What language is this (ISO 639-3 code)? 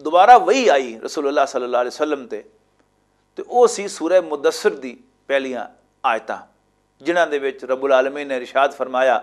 lah